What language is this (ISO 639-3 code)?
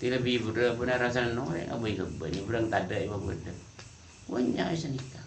mad